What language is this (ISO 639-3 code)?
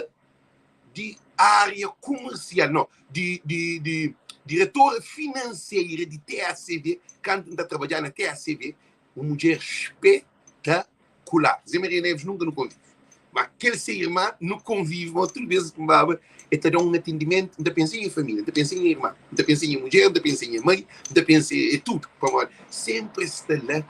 kea